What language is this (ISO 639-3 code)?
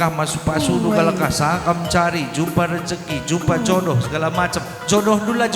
btx